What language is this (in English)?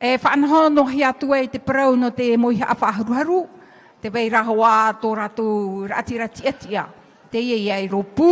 Tahitian